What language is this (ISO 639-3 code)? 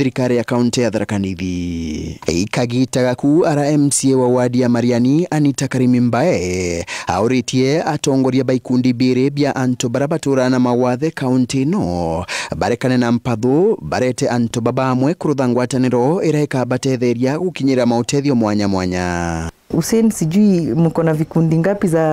mer